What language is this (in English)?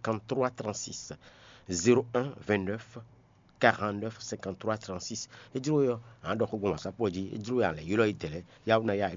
Fon